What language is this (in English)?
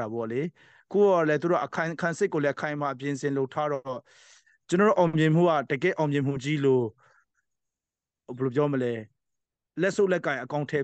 Burmese